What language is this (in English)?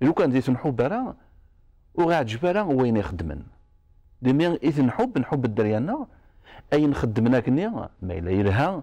Kabyle